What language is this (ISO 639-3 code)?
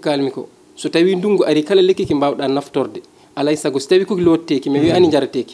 ful